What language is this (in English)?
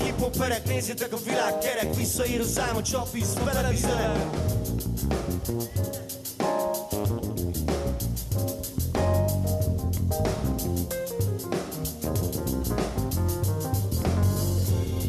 Hungarian